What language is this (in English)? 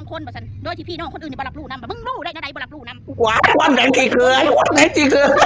Northeastern Thai